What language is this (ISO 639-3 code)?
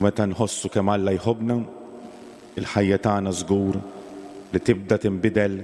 mlt